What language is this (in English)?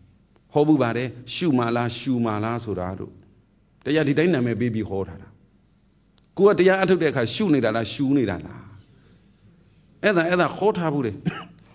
Burmese